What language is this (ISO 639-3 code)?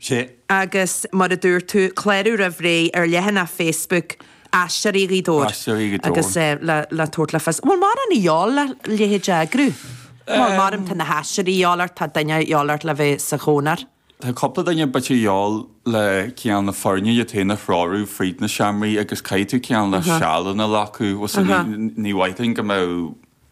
gle